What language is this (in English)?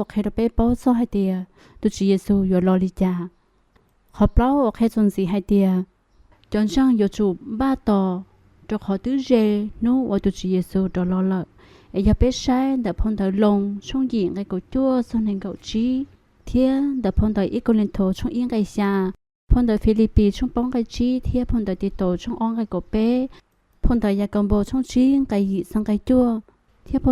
Hmong